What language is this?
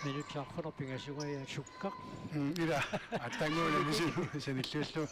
Kalaallisut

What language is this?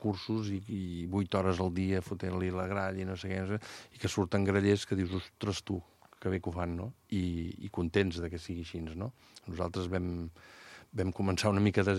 Catalan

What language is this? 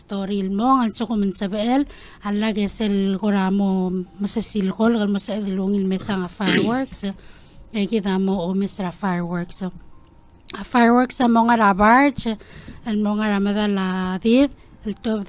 Palauan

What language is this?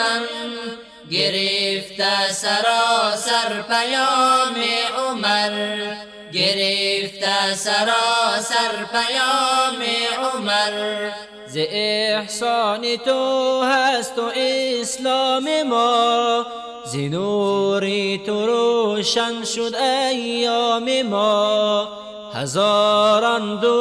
Persian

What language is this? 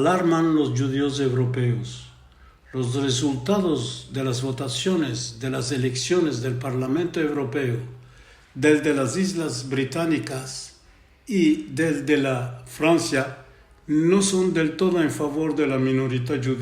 Ladino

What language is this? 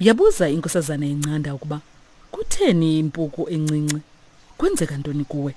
Xhosa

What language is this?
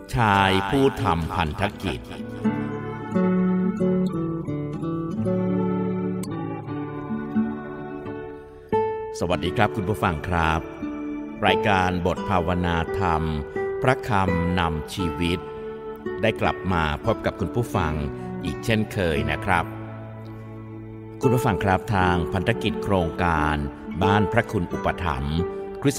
Thai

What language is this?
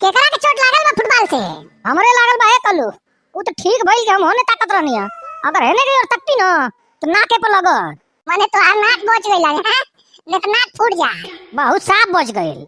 Bhojpuri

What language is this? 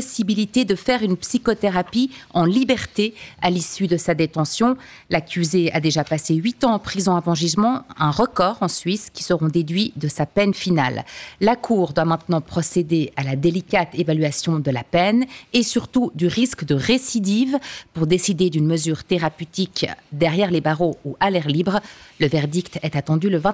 French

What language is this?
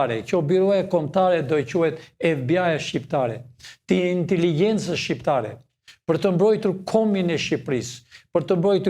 Albanian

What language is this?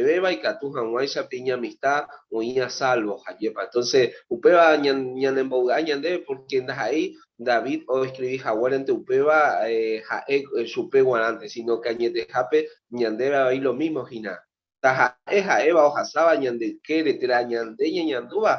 Guarani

